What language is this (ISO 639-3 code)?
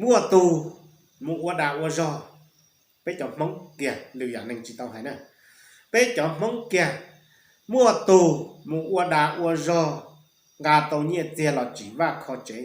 hmn